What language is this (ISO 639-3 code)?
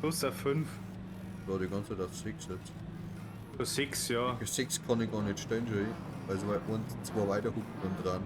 bar